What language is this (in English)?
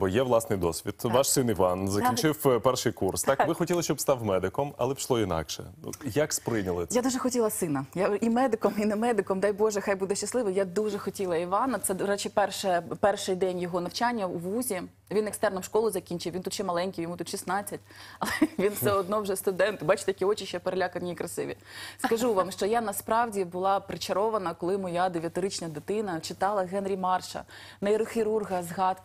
Ukrainian